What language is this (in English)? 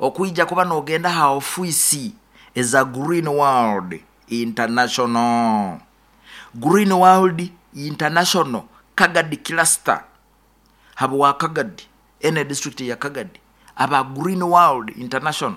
Nyoro